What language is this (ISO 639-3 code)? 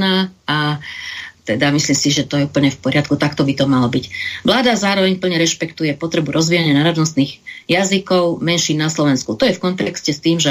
slk